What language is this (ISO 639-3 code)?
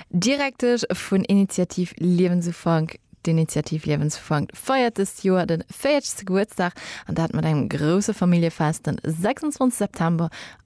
ltz